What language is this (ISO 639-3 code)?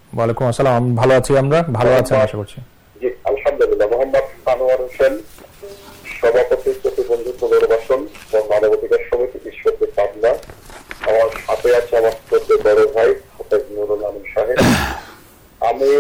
ben